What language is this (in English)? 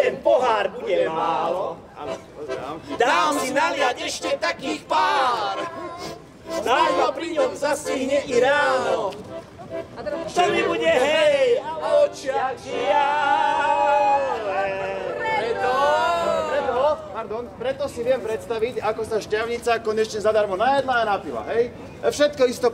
Slovak